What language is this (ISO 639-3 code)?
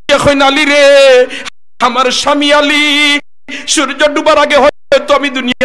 syl